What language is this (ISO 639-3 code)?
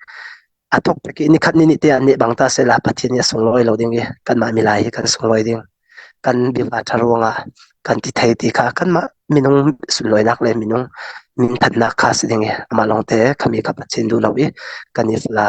cfm